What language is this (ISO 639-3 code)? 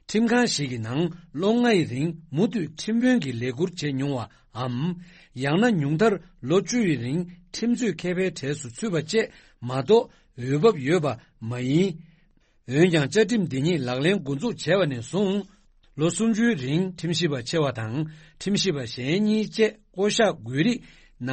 bod